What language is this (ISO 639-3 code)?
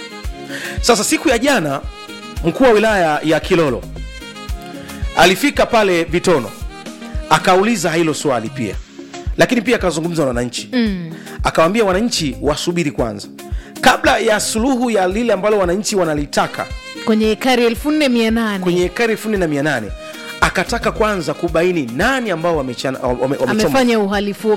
swa